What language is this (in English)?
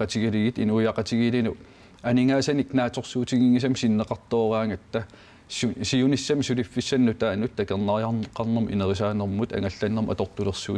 Kalaallisut